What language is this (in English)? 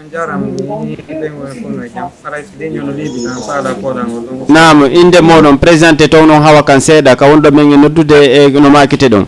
Fula